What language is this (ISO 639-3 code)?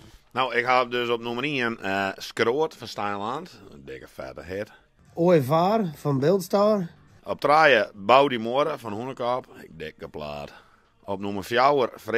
fry